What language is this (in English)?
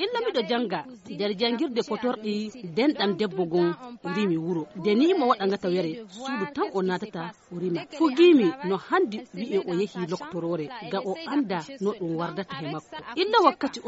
Fula